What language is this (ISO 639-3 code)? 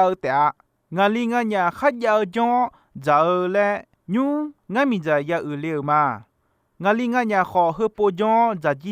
ahk